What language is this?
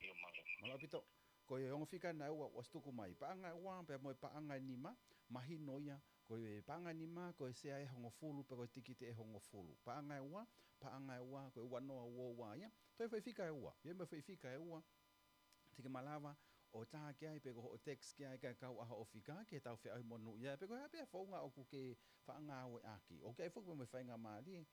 Tongan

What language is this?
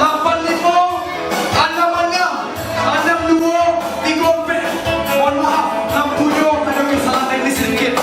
Minangkabau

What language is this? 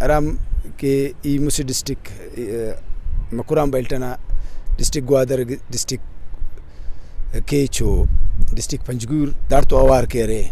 Brahui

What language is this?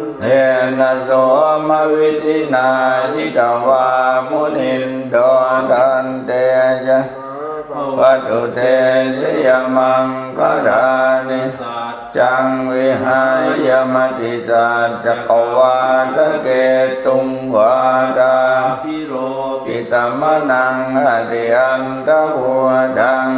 Pali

